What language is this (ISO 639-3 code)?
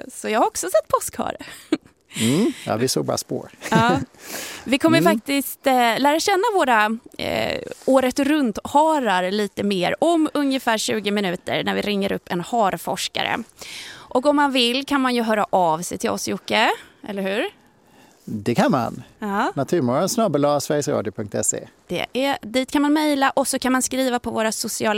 swe